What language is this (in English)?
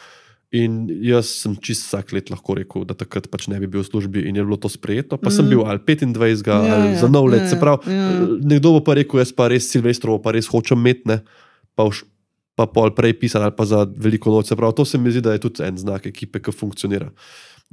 Slovenian